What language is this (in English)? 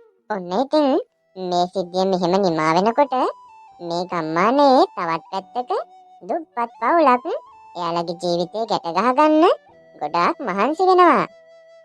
Sinhala